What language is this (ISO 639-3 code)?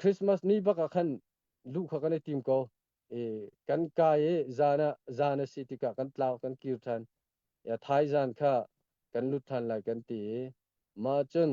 cnh